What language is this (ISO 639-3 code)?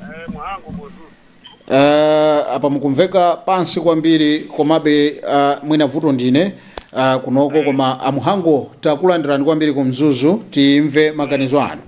nya